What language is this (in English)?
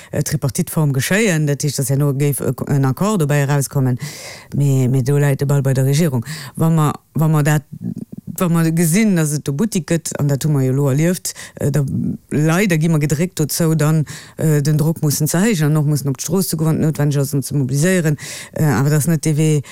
Luxembourgish